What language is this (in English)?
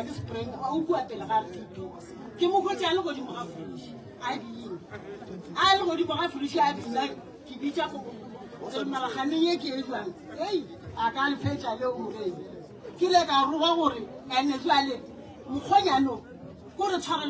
Northern Sotho